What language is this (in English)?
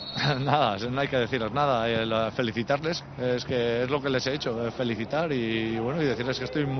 Spanish